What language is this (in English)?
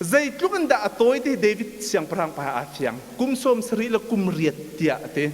Hakha Chin